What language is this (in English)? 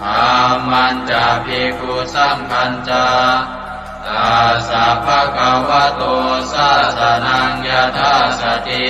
Pali